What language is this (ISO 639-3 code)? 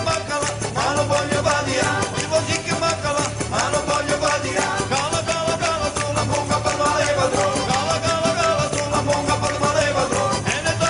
nap